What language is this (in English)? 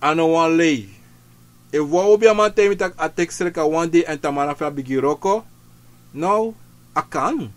Sranan Tongo